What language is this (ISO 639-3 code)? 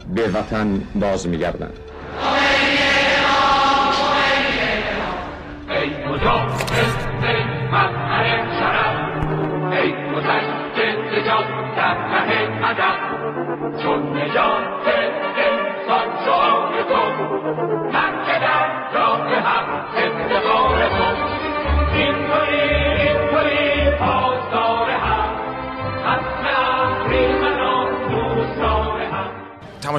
fas